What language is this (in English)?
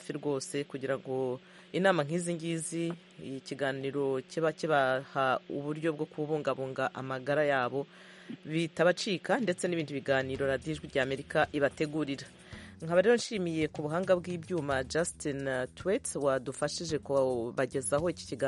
Kinyarwanda